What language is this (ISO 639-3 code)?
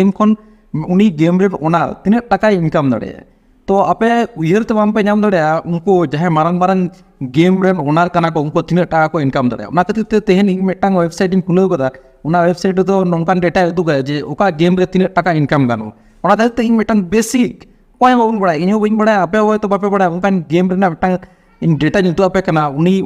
sat